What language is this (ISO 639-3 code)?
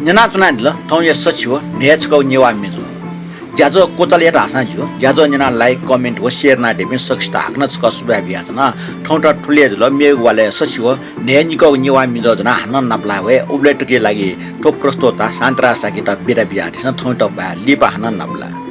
new